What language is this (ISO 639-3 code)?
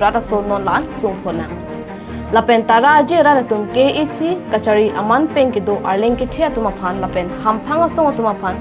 mjw